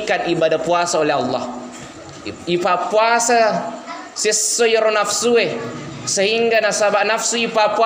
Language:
Buginese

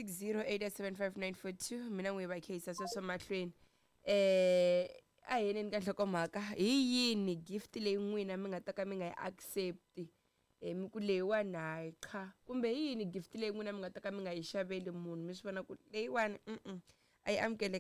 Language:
Tsonga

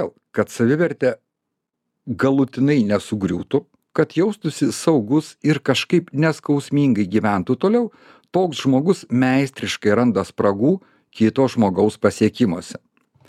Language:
Lithuanian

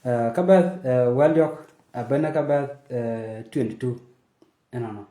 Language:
Nuer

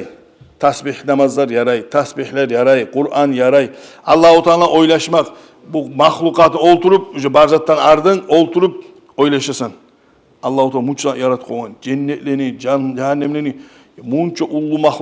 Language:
Kumyk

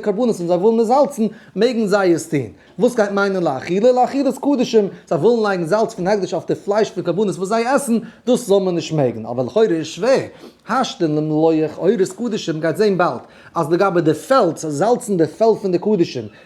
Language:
Yiddish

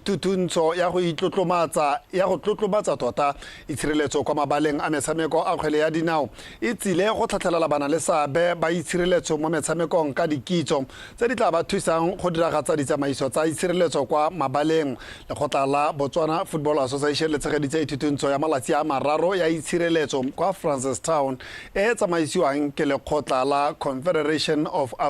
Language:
Tswana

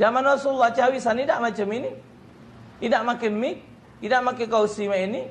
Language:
Musi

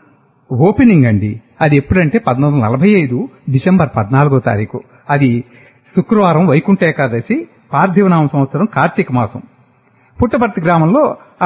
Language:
Telugu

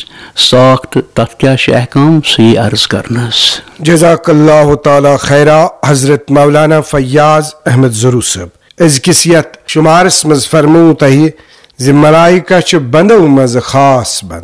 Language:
Kashmiri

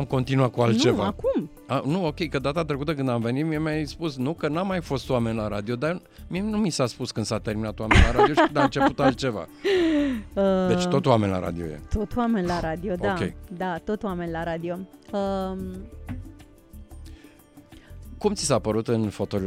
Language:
Romanian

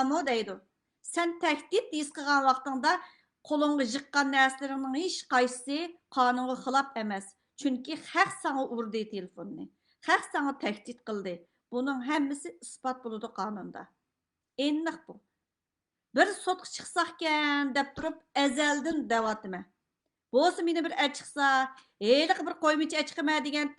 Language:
Uyghur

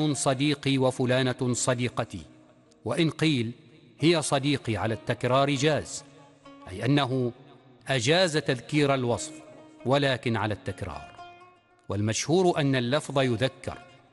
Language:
Arabic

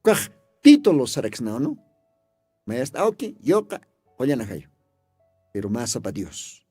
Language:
Aymara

